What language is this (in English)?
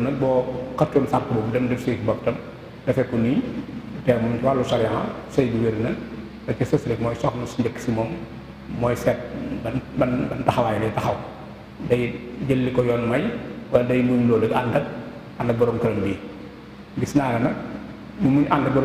Wolof